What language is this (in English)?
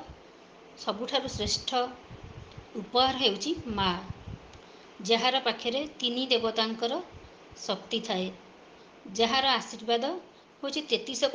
Odia